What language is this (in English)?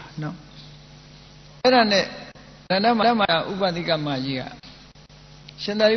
Burmese